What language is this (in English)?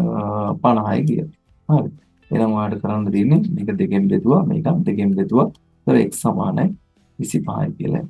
Sinhala